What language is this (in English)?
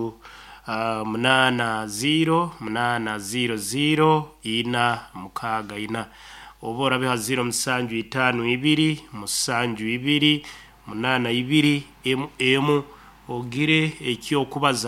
Nyankole